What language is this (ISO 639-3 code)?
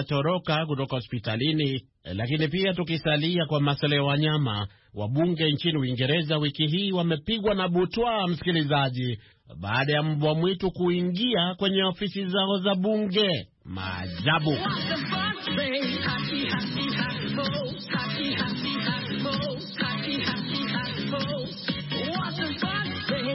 swa